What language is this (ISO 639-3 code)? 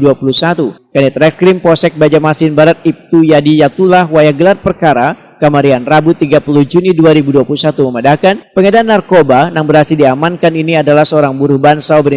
bjn